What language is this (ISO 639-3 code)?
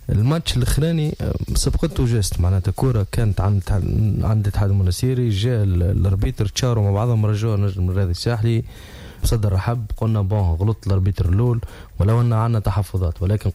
aeb